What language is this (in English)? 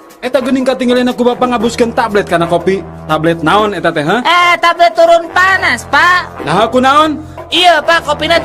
Sundanese